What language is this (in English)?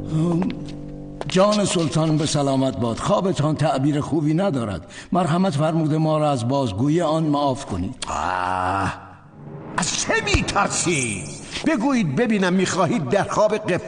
Persian